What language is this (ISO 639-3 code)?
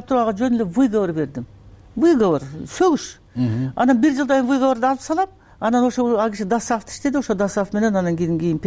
kir